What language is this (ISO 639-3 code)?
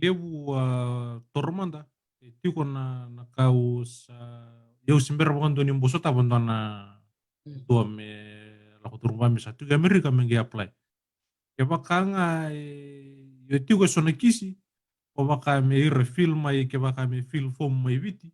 fij